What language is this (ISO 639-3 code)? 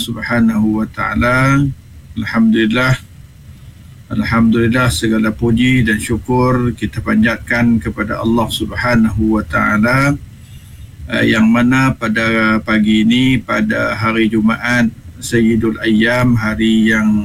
msa